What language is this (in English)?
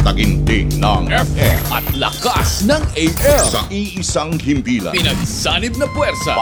Filipino